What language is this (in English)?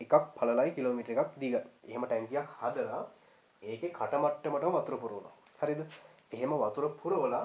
Sinhala